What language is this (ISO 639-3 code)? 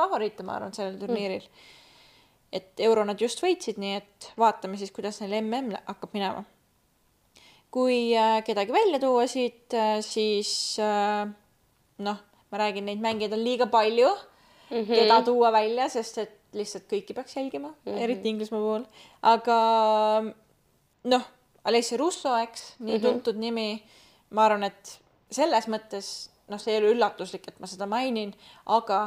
est